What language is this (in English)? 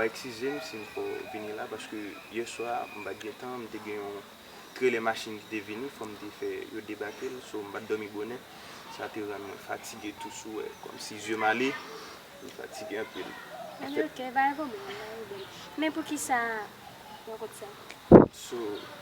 Haitian Creole